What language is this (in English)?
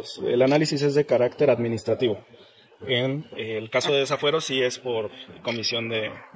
Spanish